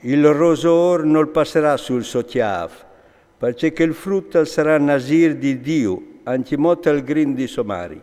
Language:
Friulian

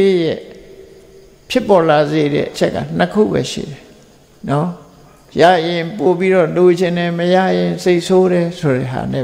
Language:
Burmese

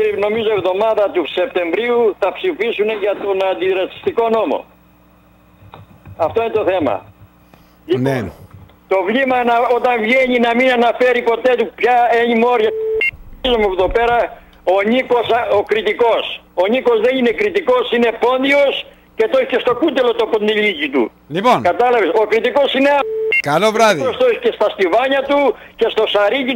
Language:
Greek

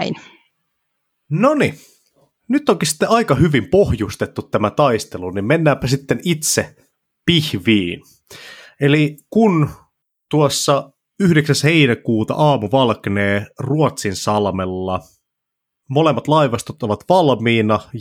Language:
Finnish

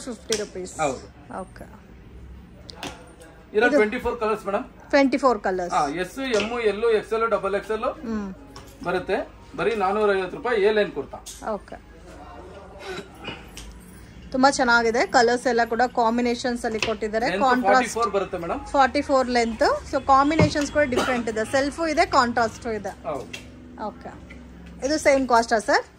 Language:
Kannada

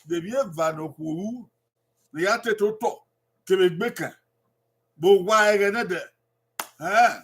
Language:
Bini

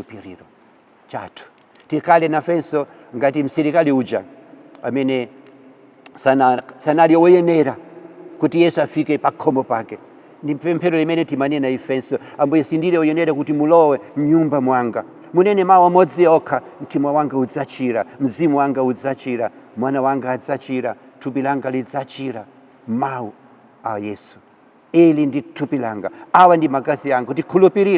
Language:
Nyanja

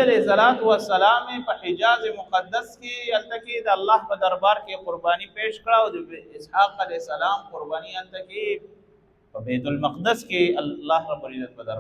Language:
Pashto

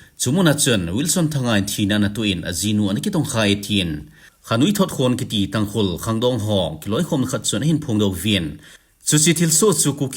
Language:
Thado Chin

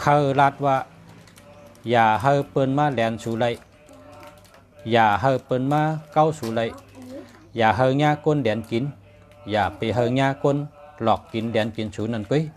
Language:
Shan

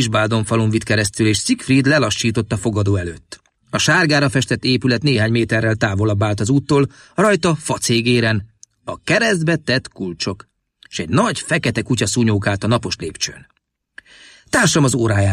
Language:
Hungarian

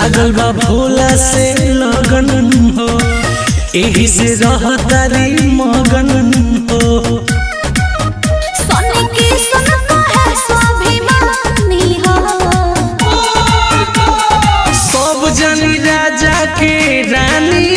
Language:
Bhojpuri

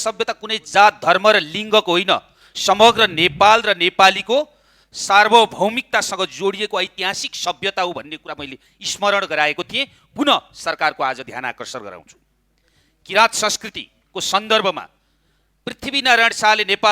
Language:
Nepali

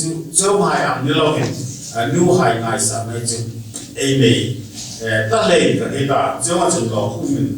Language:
Hmar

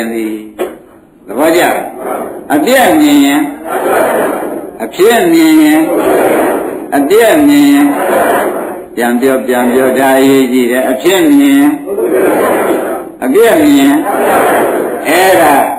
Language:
Burmese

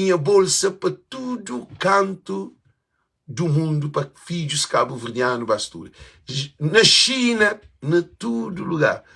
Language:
Kabuverdianu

